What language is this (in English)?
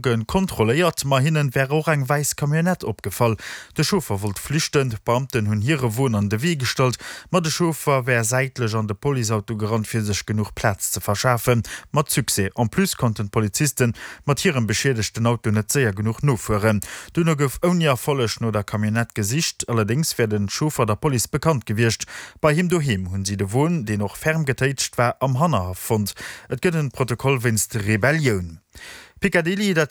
Luxembourgish